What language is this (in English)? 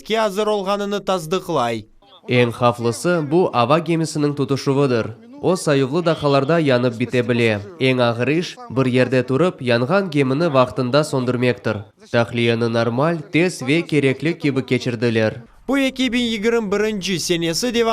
Crimean Tatar